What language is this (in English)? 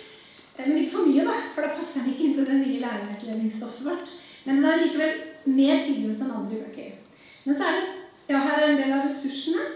Norwegian